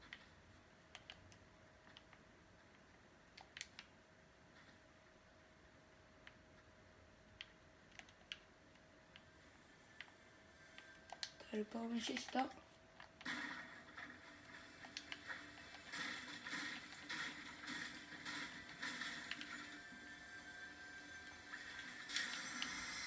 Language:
Swedish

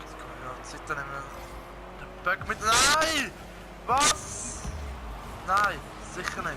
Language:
Swiss German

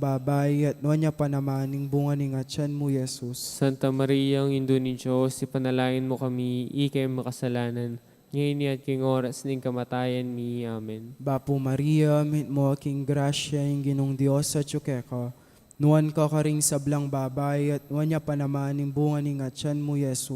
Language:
Pampanga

